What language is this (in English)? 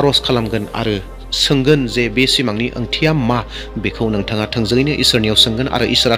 Bodo